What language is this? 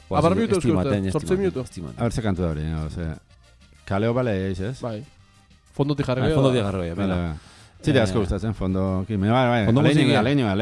Basque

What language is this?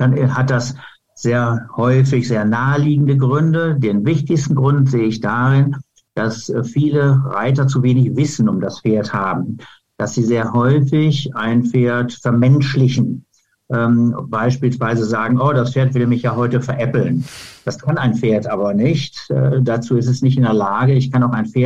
German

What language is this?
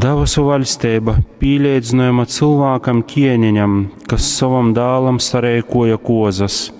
Latgalian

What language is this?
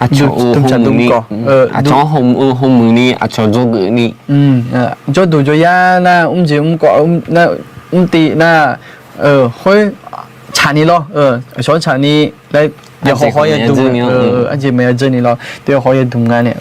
Akha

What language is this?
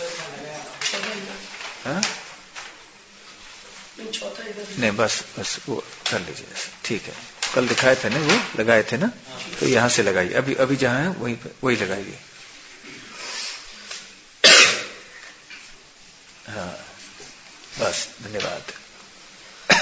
Hindi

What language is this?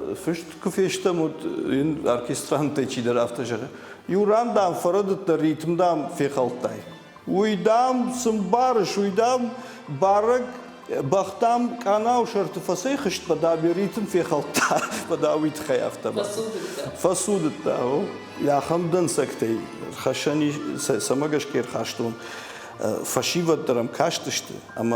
Ossetic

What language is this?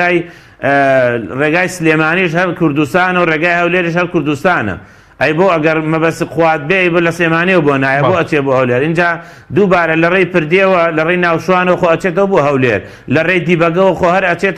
Central Kurdish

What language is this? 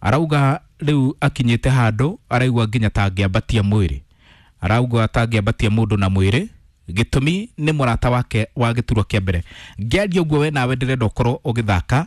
Kikuyu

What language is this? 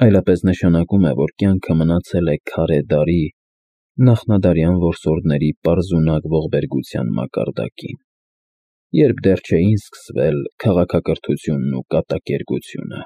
Armenian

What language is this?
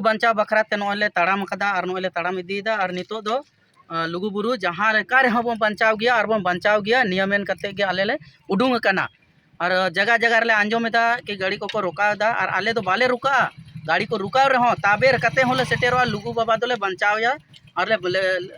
Santali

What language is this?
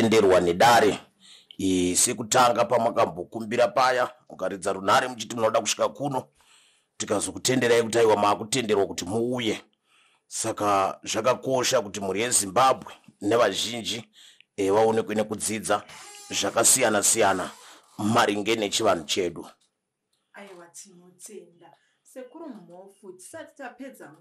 Shona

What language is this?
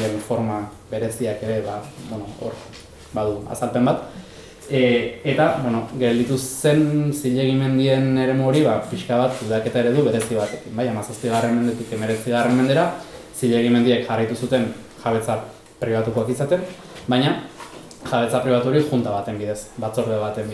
Basque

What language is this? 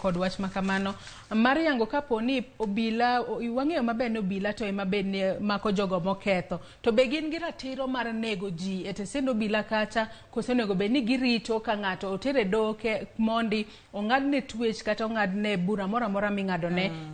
Luo (Kenya and Tanzania)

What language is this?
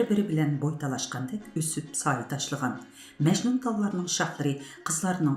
Uyghur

